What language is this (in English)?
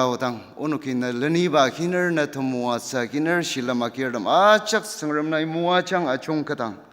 Ao Naga